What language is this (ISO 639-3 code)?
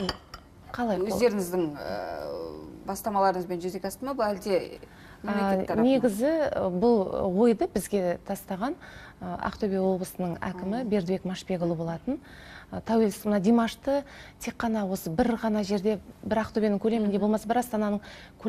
kaz